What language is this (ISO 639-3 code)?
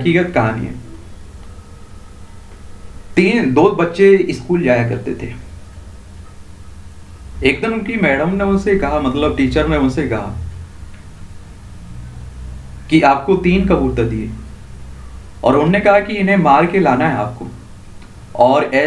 hin